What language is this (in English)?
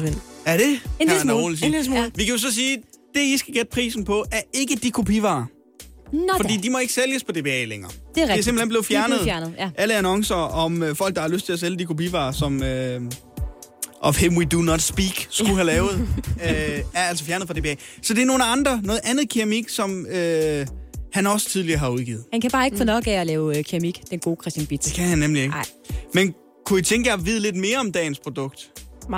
Danish